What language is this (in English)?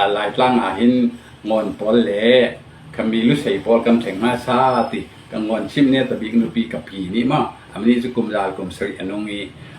Falam Chin